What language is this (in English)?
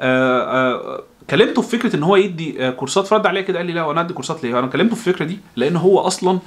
Egyptian Arabic